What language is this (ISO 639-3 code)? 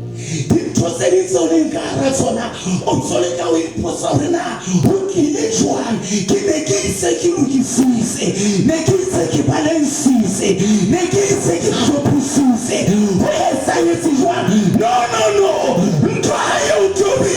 sot